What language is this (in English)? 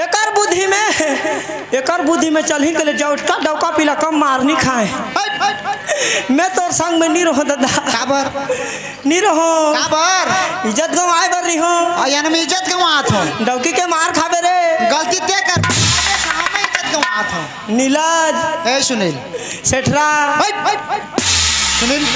Chhattisgarhi